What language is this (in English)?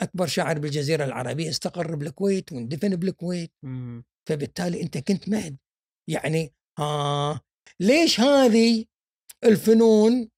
Gulf Arabic